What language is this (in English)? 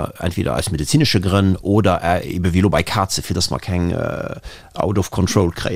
Luxembourgish